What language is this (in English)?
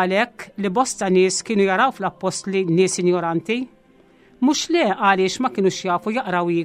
Maltese